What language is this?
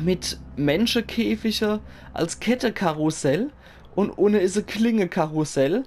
Palatine German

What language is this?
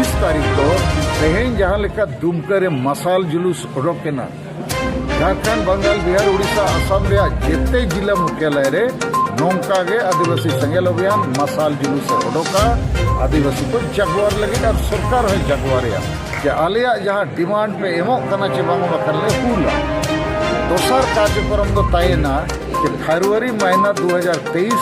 Santali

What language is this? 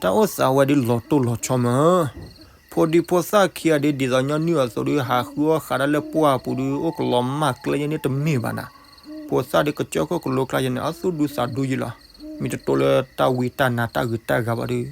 S'gaw Karen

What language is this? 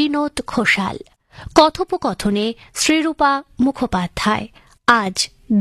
Bangla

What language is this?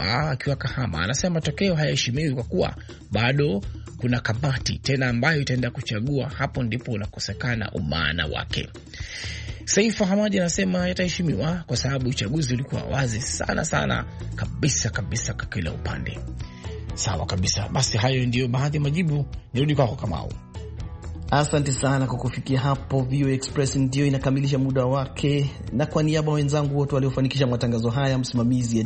Swahili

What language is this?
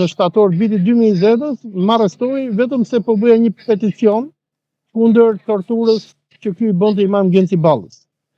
Albanian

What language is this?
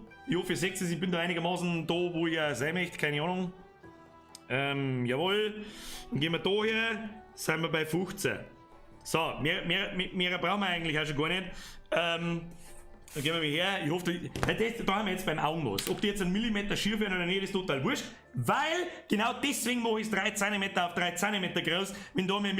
Bavarian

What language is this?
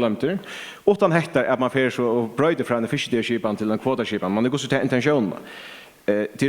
Faroese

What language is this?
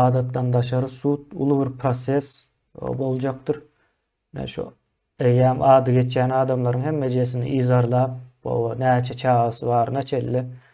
Turkmen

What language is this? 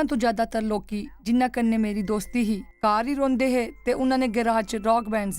Dogri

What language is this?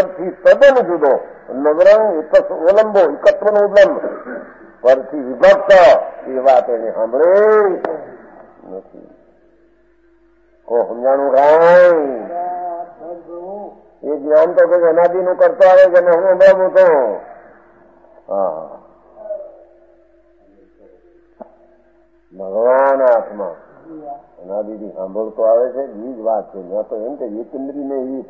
Gujarati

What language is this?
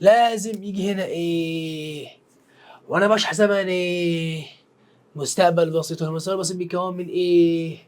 Egyptian Arabic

